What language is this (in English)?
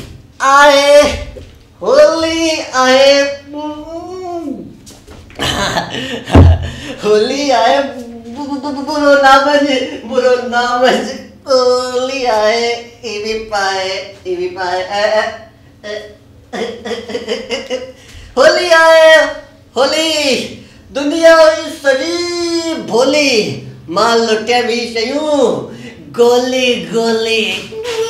Hindi